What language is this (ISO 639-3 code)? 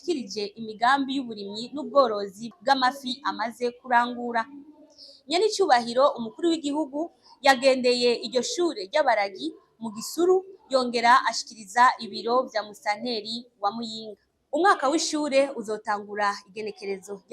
run